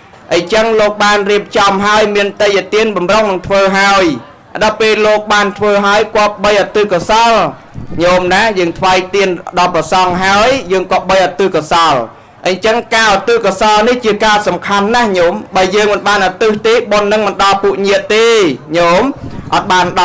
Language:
Khmer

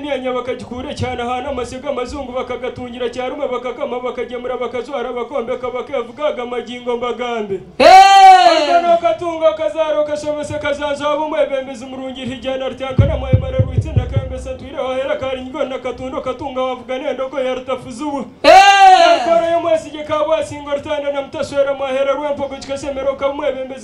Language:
Nyankole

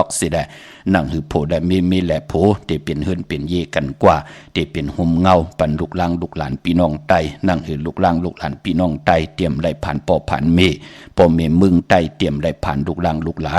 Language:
Shan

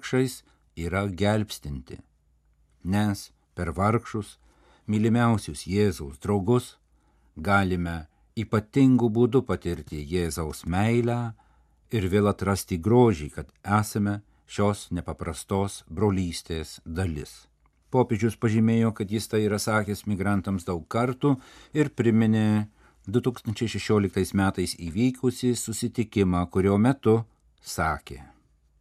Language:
Lithuanian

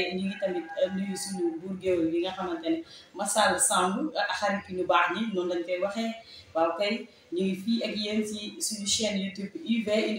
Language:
Wolof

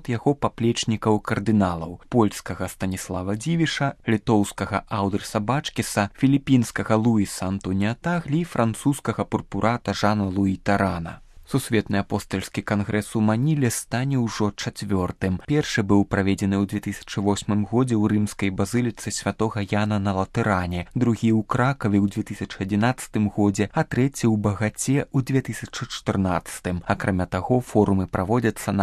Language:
Belarusian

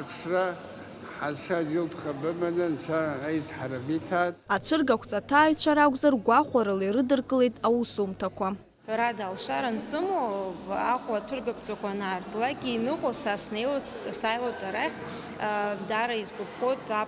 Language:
Abkhazian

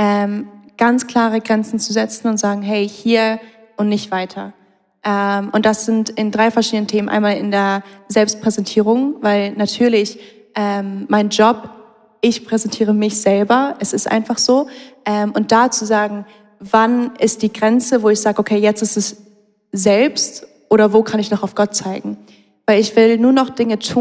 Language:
Swiss German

